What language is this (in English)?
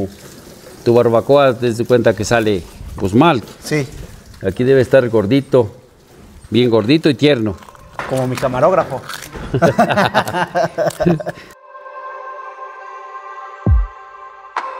Spanish